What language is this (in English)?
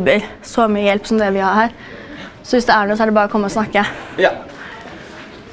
Norwegian